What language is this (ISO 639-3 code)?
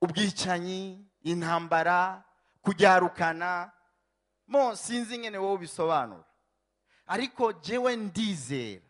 run